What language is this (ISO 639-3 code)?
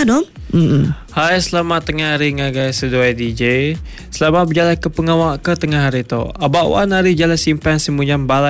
iba